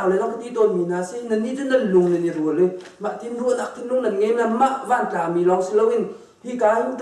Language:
Hakha Chin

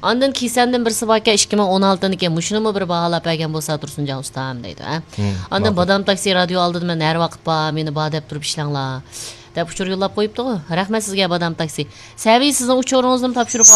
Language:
Uyghur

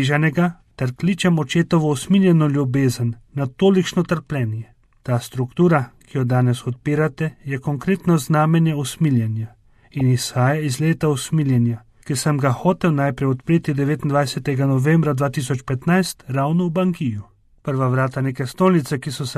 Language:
Slovenian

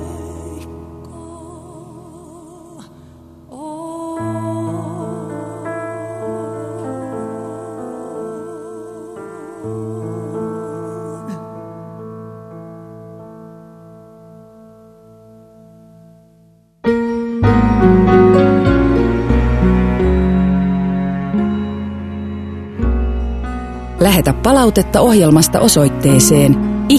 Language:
Finnish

